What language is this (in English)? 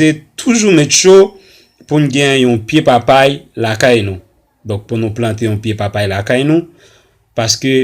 Haitian Creole